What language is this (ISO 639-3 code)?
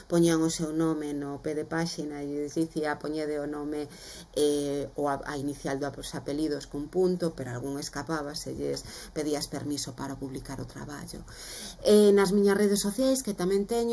glg